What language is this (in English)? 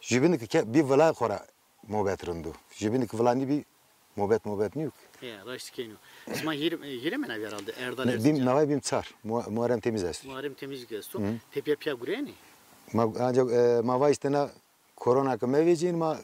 Zaza